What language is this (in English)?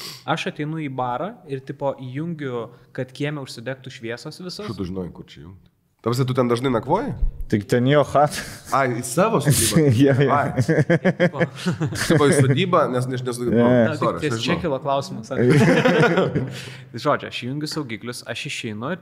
Lithuanian